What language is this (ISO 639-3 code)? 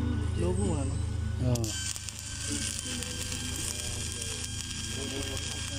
ceb